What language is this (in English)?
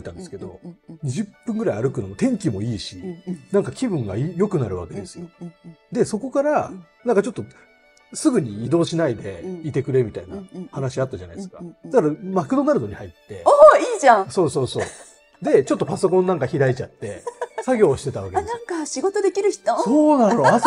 Japanese